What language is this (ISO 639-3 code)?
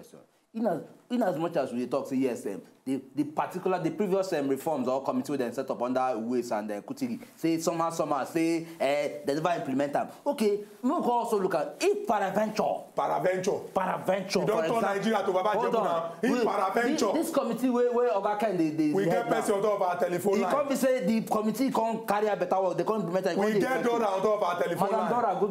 pcm